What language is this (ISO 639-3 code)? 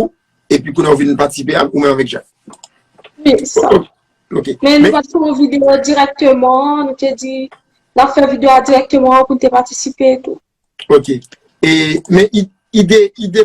hat